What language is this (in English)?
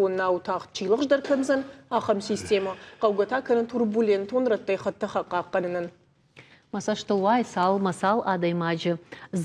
Ossetic